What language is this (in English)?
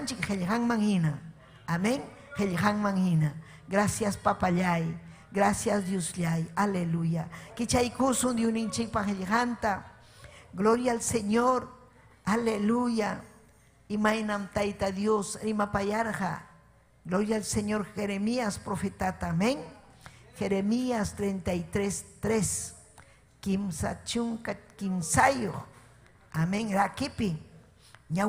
Ayacucho Quechua